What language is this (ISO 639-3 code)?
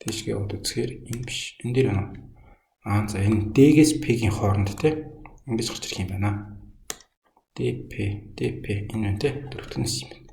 mon